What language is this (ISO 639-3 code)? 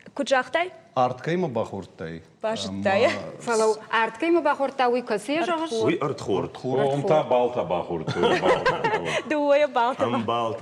oss